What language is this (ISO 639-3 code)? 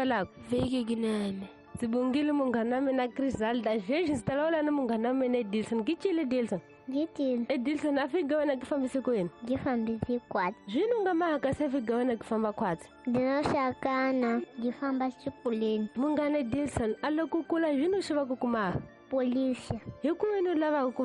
tso